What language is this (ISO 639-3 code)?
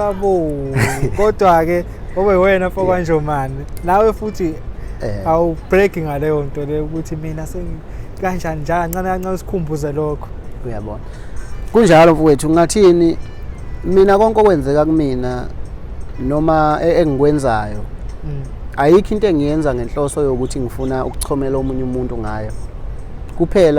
zul